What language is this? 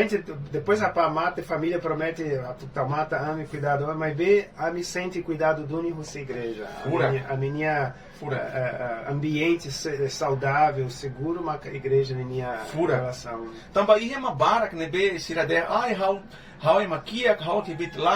Tetum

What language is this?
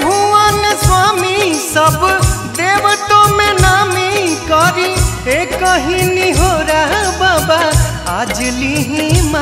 Bhojpuri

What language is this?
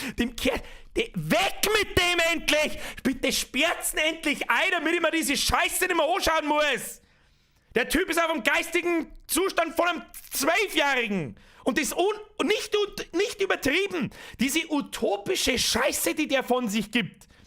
Bavarian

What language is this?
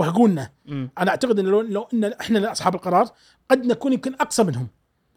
Gulf Arabic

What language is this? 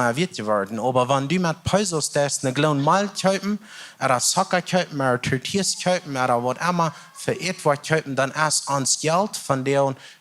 Plautdietsch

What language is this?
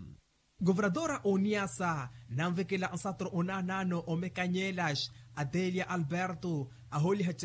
Makhuwa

